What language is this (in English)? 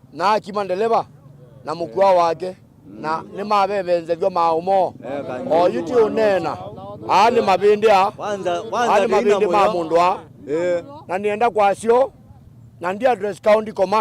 Kamba